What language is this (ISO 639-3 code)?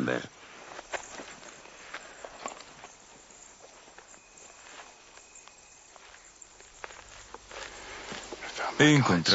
spa